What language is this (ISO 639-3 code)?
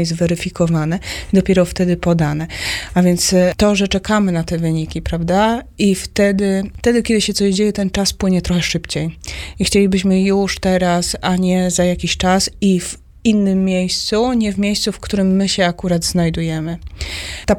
pol